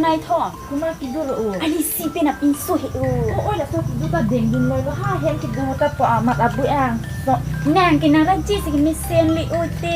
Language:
Karbi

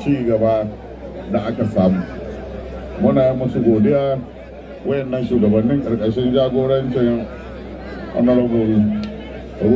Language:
Hausa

